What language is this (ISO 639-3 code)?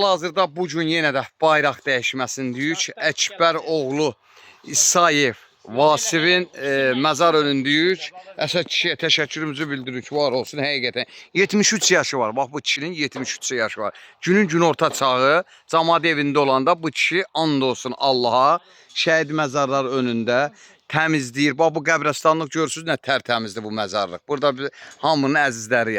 aze